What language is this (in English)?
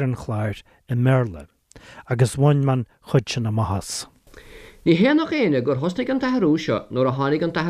Irish